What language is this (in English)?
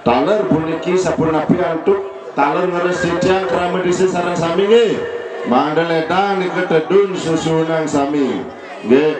Balinese